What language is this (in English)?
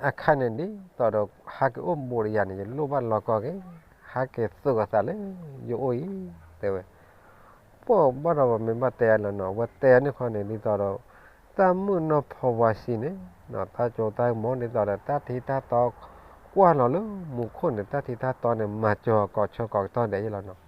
S'gaw Karen